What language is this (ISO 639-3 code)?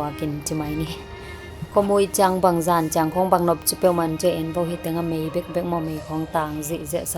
ctd